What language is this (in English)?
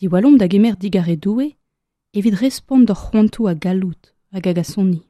Breton